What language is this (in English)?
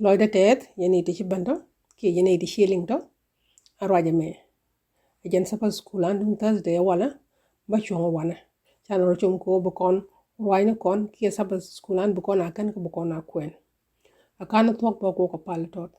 Nuer